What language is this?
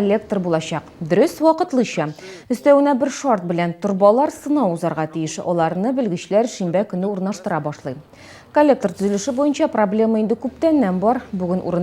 Tatar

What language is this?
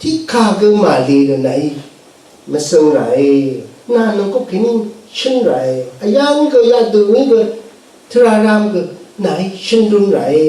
Rawang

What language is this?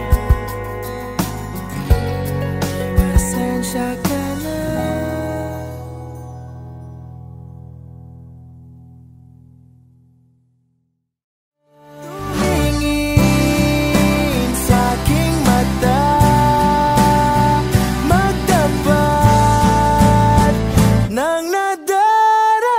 Filipino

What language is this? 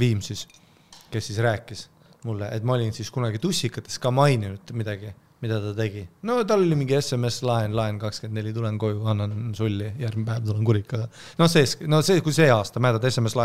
Estonian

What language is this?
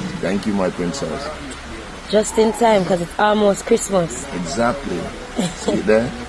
Jamaican Creole English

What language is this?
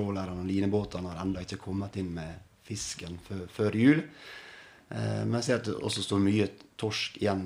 Norwegian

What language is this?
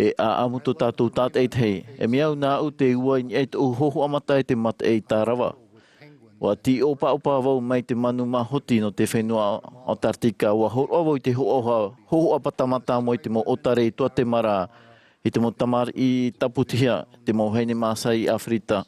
Tahitian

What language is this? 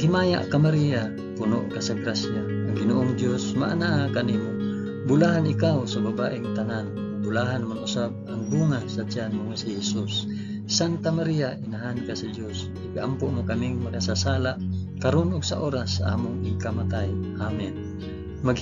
Cebuano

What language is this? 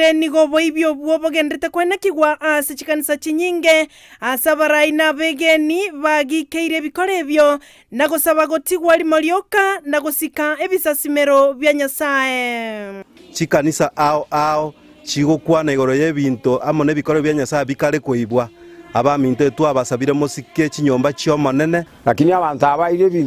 Gusii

